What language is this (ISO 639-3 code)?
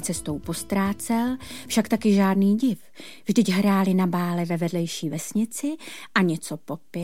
ces